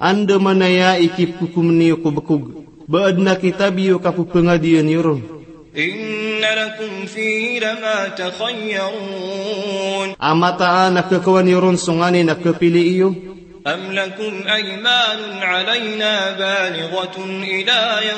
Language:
Maranao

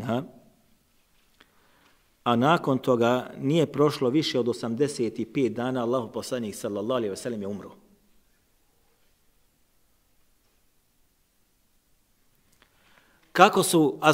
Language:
Bosnian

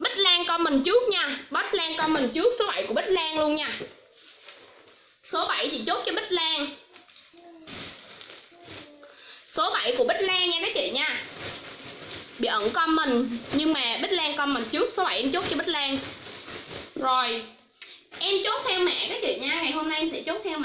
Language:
Vietnamese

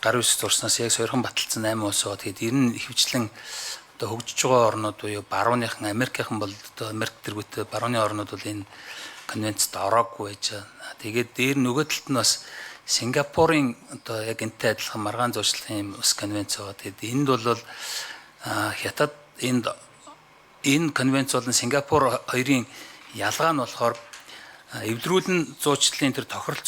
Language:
Mongolian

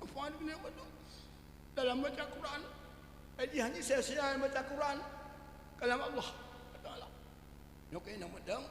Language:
Achinese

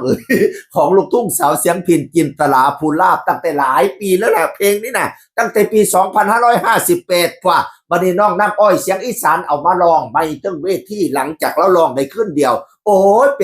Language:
Northeastern Thai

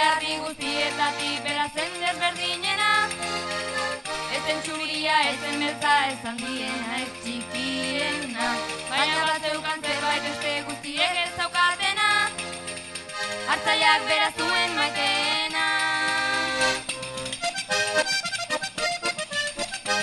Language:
Basque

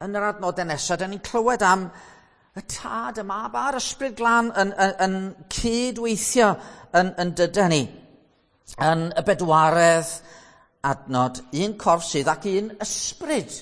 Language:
Welsh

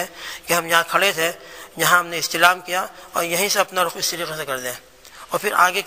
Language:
Urdu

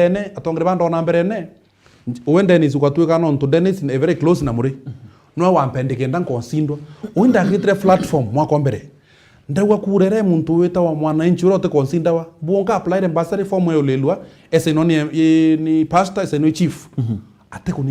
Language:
Meru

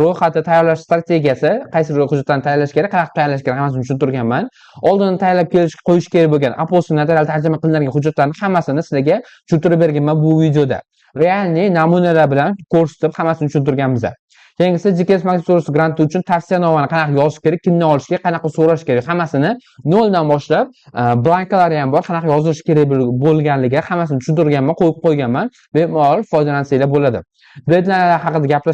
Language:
Uzbek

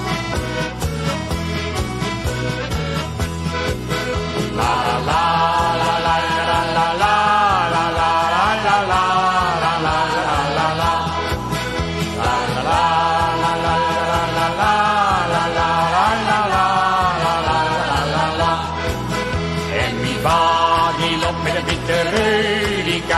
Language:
Dutch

